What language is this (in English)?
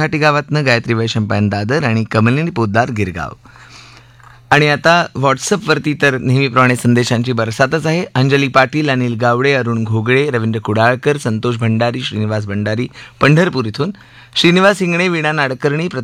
Marathi